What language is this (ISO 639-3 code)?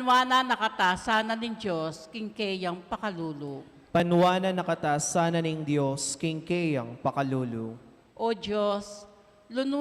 pam